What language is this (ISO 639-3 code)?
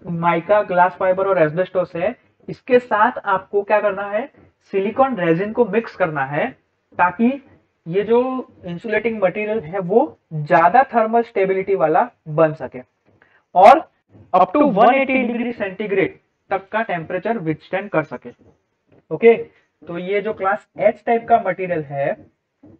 hin